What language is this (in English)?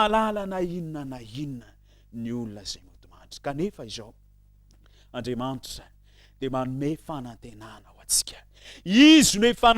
Malagasy